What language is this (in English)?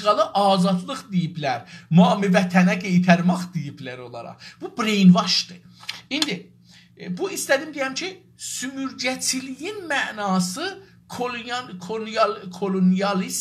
South Azerbaijani